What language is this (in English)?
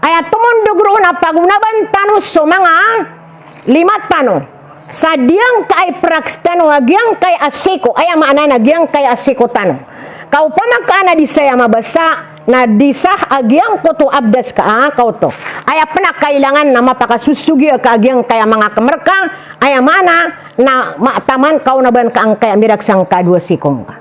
Maranao